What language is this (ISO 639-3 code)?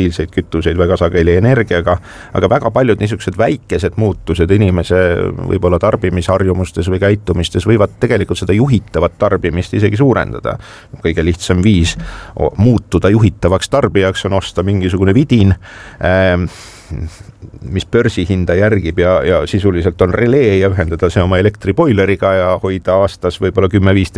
est